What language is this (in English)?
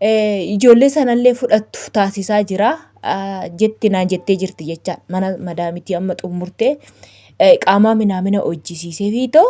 Oromo